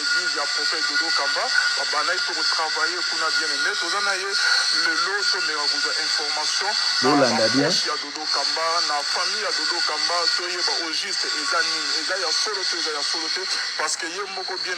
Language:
Lingala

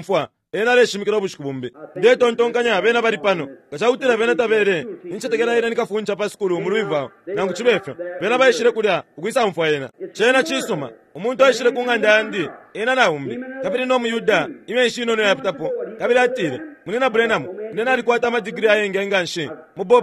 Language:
Bemba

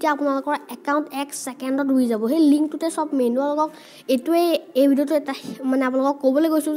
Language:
Assamese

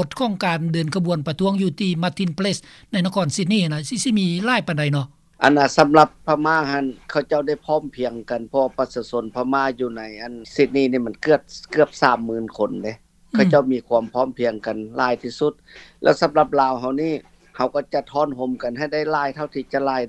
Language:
Lao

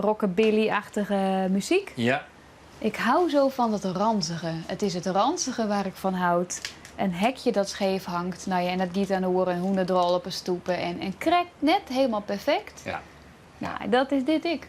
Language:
Western Frisian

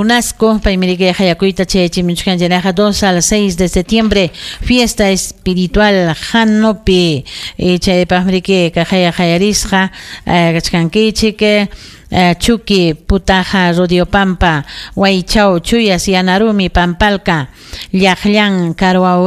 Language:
Ayacucho Quechua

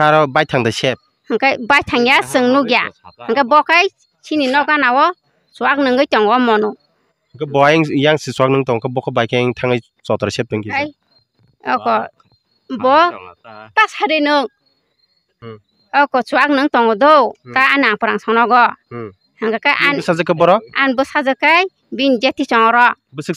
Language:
Kok Borok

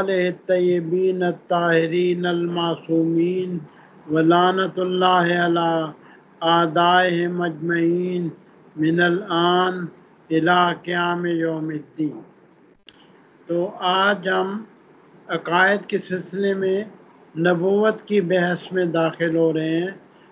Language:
Urdu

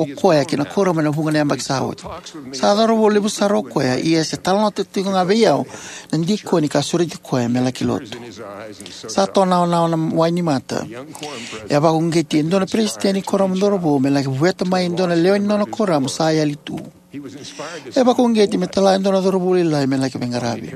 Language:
Fijian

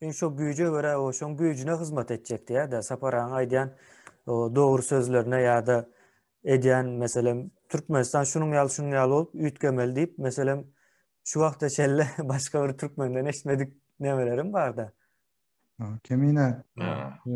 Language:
Turkmen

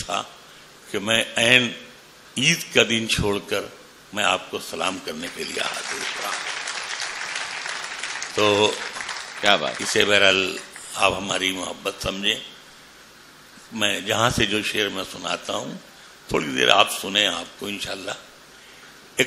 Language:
Urdu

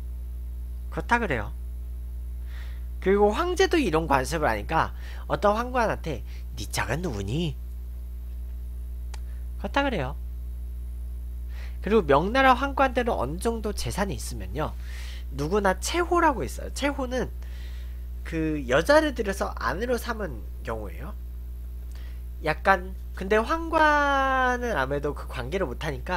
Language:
Korean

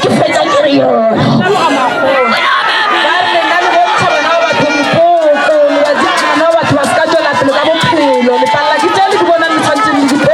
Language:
Northern Sotho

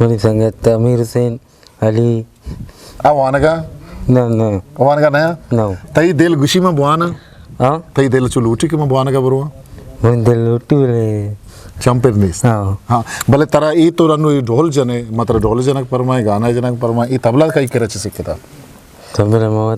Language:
Eastern Balochi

